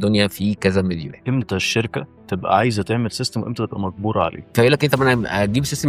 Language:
Egyptian Arabic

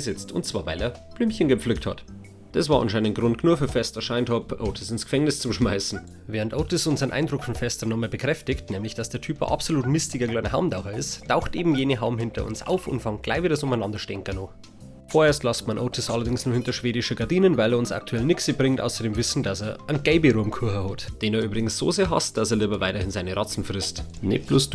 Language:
Bavarian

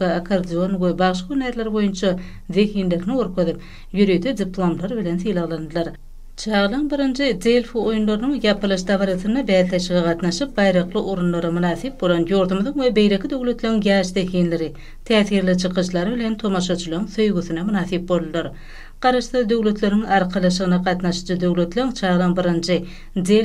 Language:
Turkmen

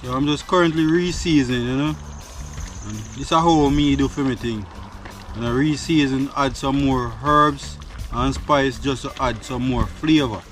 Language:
Jamaican Creole English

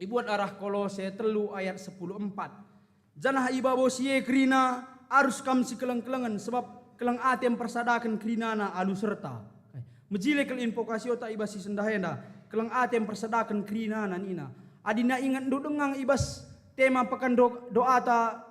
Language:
Batak Karo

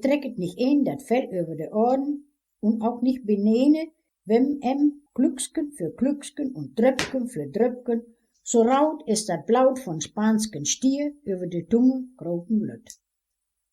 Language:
Westphalien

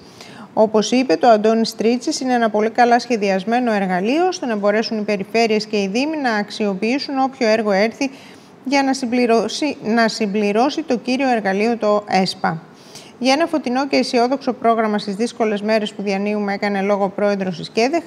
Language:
Greek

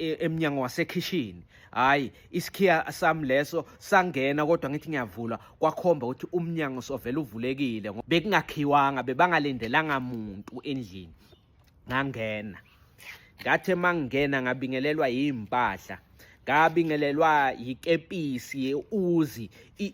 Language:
Zulu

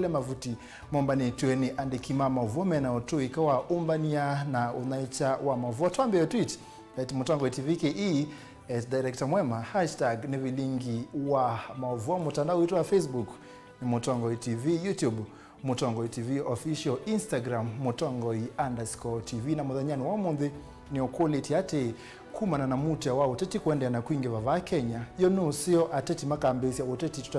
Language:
Kamba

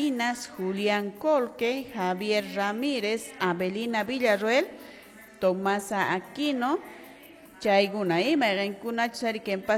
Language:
Quechua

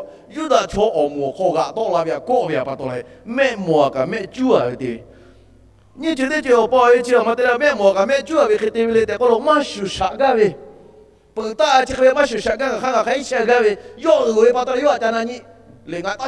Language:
Lahu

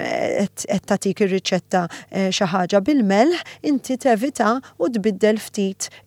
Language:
Maltese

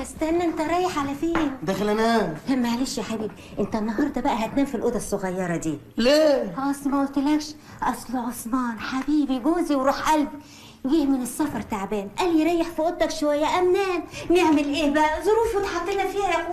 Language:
Egyptian Arabic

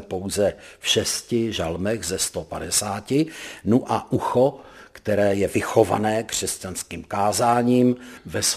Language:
Czech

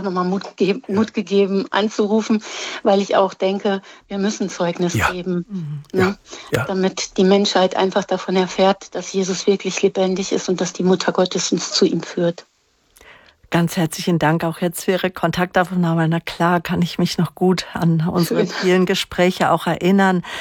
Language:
German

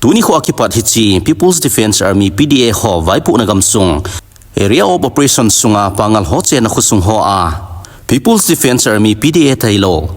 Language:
Thado Chin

